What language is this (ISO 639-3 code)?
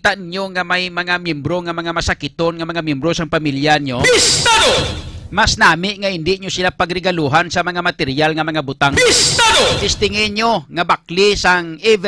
hil